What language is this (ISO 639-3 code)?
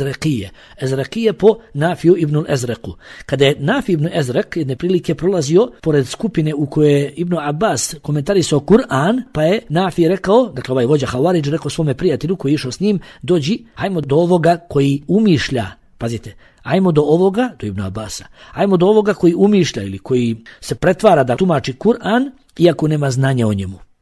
bos